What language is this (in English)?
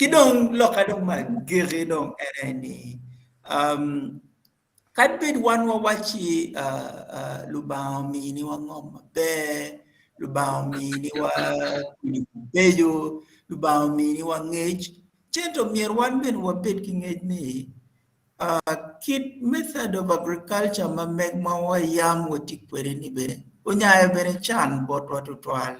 Acoli